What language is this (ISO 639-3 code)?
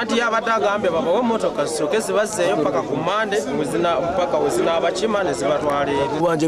lug